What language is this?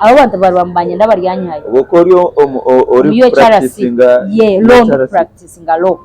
Nyankole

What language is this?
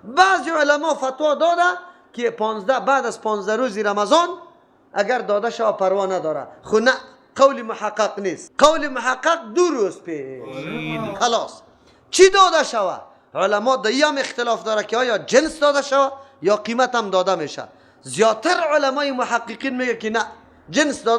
Persian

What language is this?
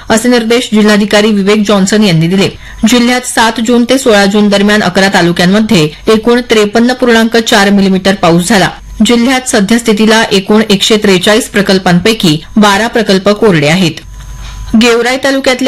Marathi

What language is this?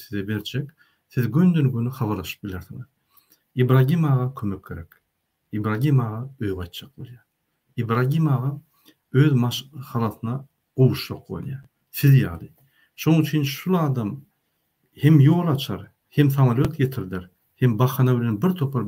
Turkmen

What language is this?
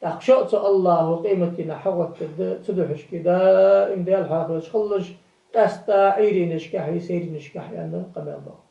Ingush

